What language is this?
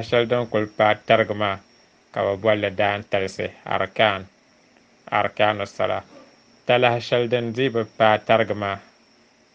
Dagbani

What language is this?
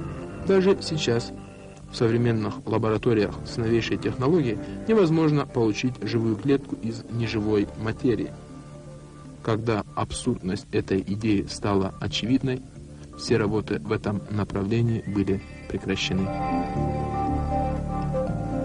Russian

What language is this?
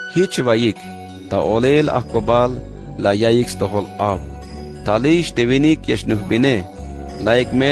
Tzeltal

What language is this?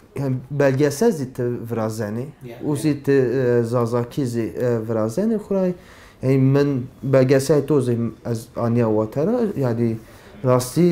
Zaza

